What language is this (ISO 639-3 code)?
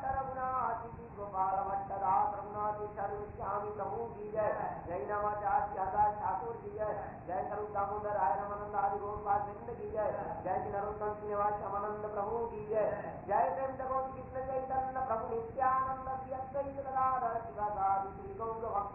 hin